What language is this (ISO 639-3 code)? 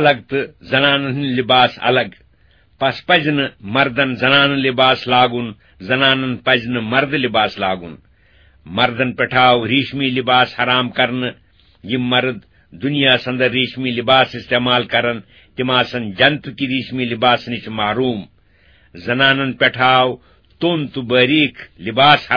kas